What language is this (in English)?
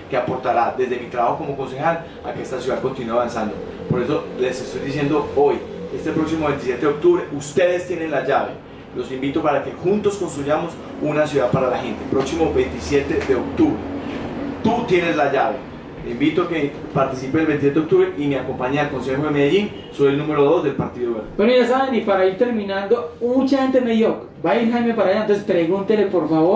Spanish